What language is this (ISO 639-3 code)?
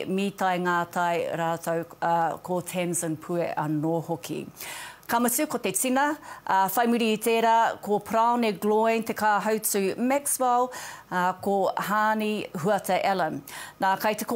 mri